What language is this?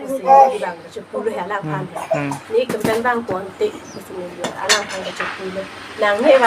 Karbi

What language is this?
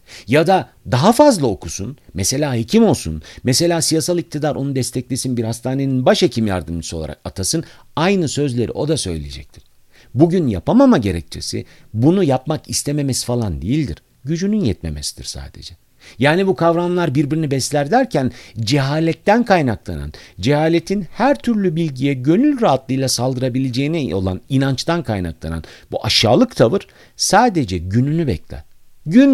Turkish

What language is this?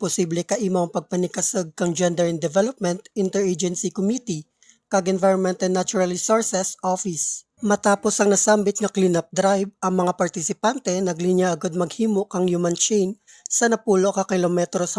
Kinaray-a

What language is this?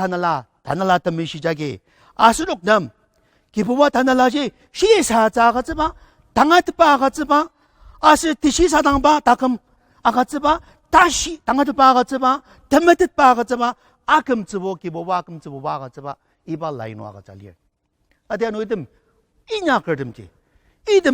Ao Naga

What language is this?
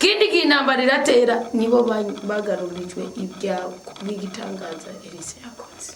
Rundi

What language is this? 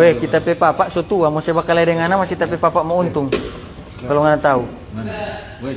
Manado Malay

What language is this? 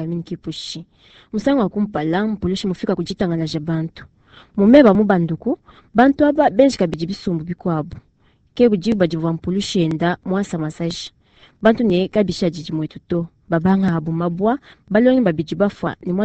Luba-Lulua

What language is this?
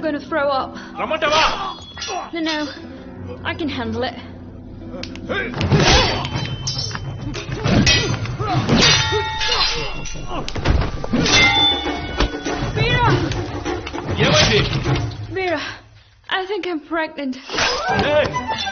Telugu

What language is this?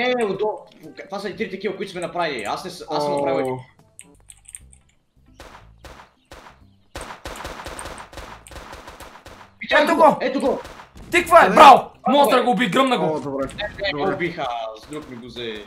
Bulgarian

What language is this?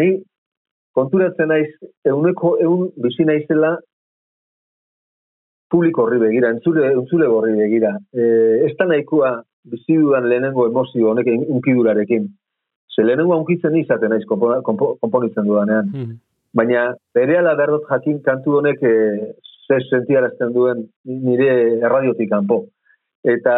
Basque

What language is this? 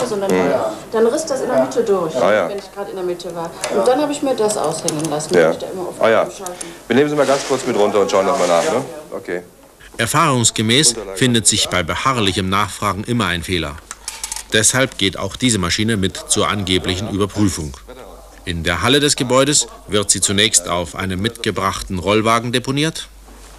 German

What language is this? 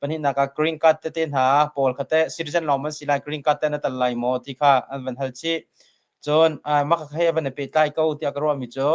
Hakha Chin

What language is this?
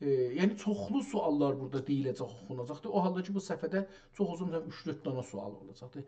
South Azerbaijani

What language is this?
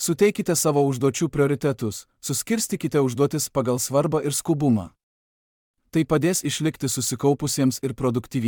Lithuanian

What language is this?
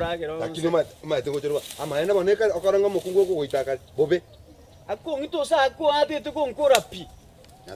Gusii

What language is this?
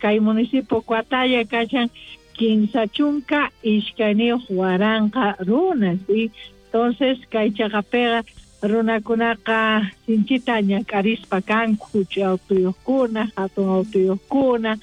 South Bolivian Quechua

